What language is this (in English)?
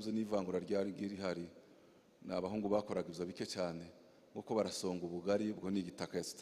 Kinyarwanda